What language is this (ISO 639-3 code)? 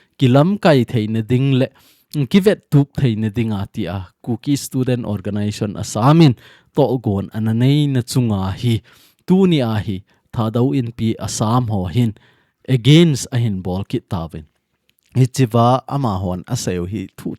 tcz